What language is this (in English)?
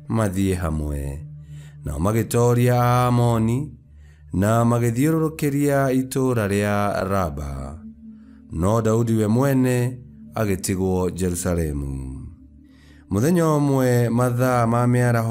Kikuyu